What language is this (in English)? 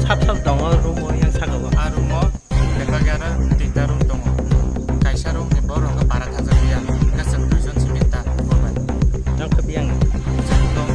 Kok Borok